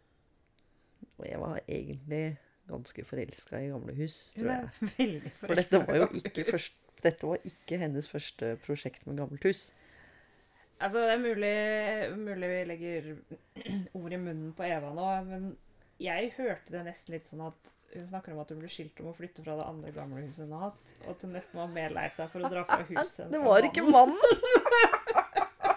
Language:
Norwegian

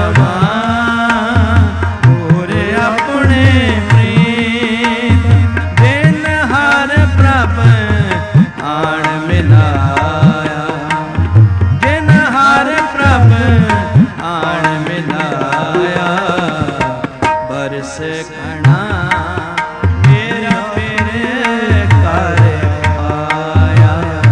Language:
Punjabi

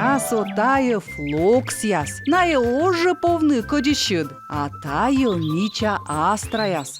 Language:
Komi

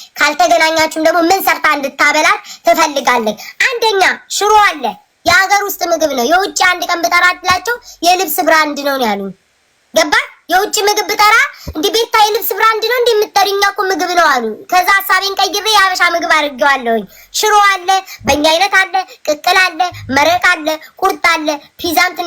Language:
Amharic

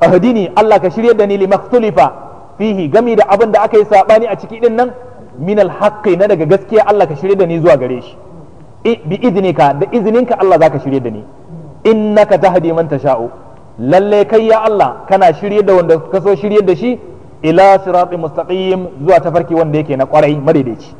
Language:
Hausa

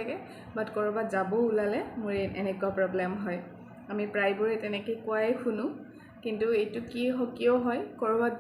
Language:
Assamese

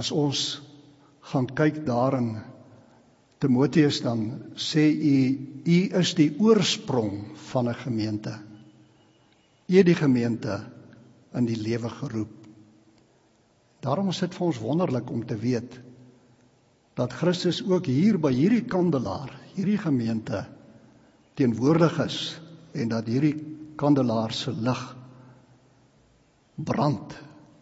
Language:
Afrikaans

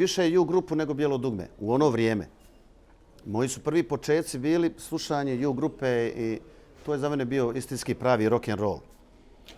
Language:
Bosnian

